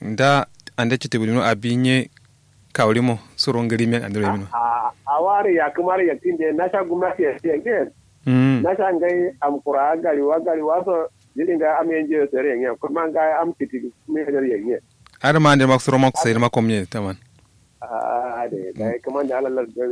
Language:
Kanuri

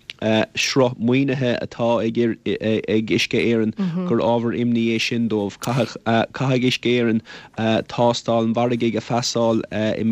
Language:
Irish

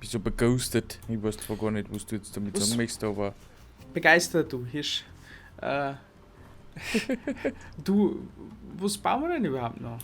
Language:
Bavarian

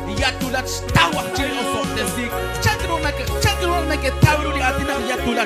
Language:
Kekchí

